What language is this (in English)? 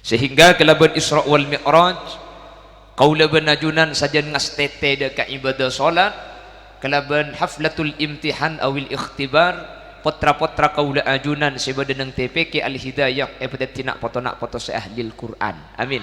Madurese